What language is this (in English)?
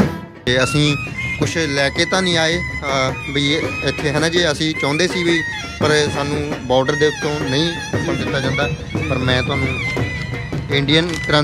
Punjabi